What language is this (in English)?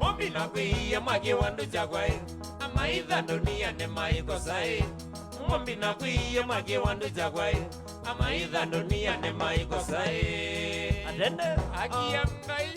Kamba